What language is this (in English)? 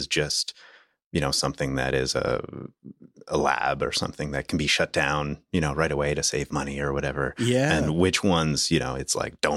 English